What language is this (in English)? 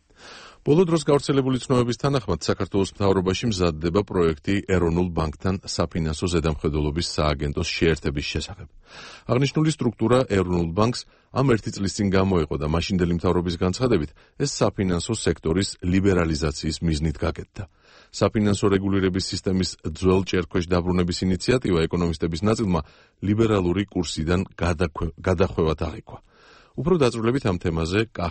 Georgian